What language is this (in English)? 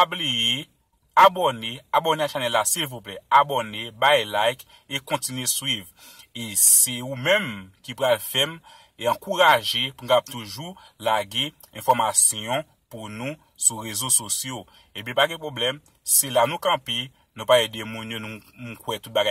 Haitian Creole